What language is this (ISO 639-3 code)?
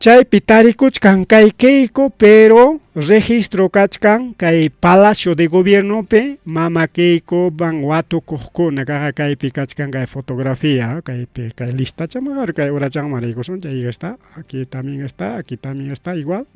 quy